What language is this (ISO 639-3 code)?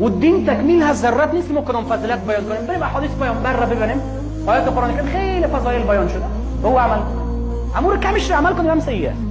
tgk